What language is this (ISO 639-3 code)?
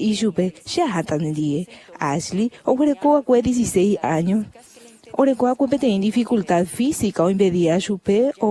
grn